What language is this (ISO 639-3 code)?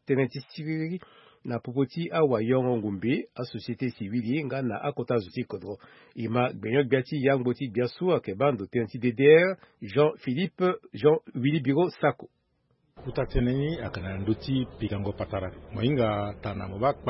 sag